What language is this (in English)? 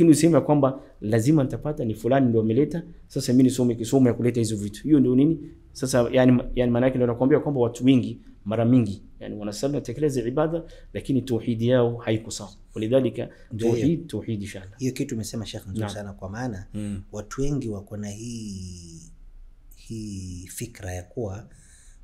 Swahili